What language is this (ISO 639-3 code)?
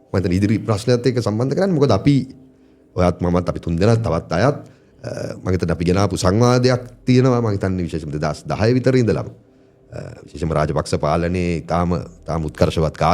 sin